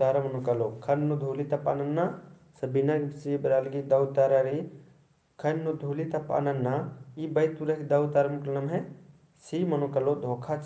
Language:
Kurukh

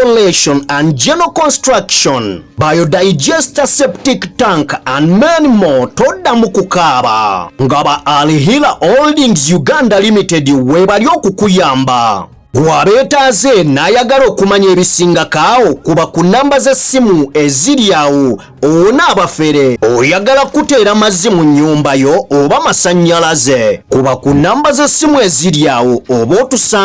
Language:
Ganda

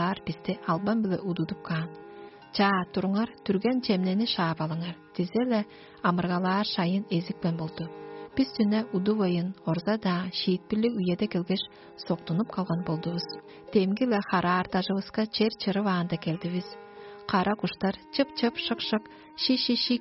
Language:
Tuvinian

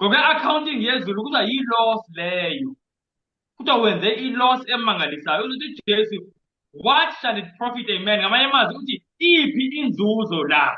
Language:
Zulu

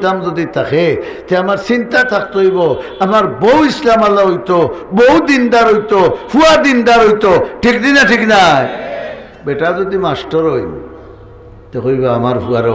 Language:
Sylheti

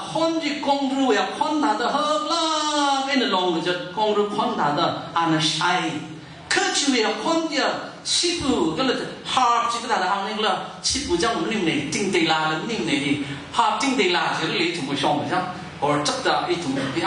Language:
Tangkhul Naga (India)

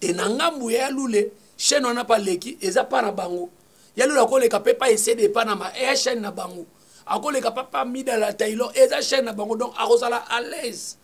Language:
Lingala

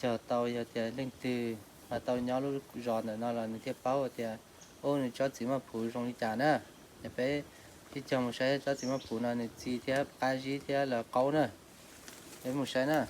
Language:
Hmong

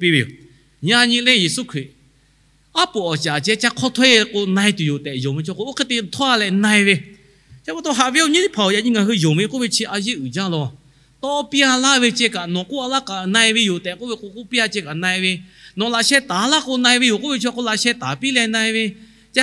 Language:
Lahu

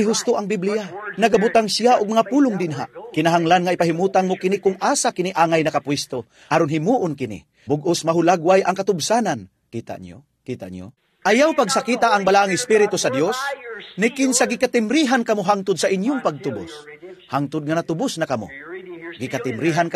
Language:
Cebuano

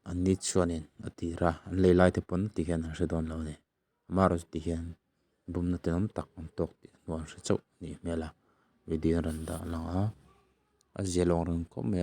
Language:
Mizo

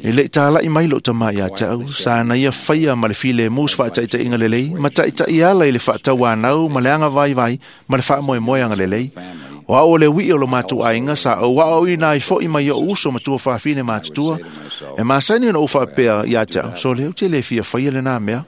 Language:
Samoan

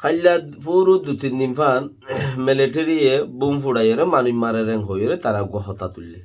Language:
Rohingya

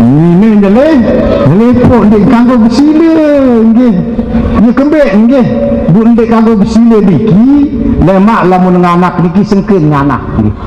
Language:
Sasak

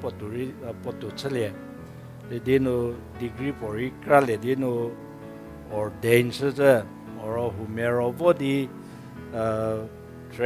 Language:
Angami Naga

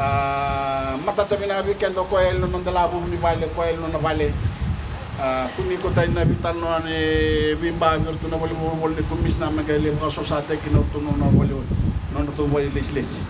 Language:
Fijian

